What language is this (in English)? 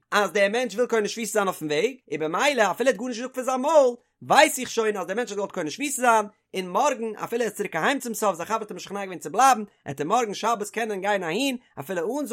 Yiddish